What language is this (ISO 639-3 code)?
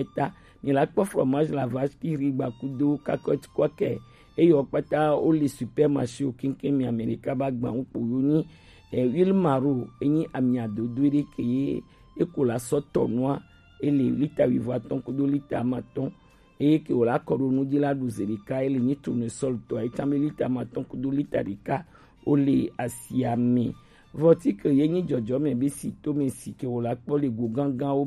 gej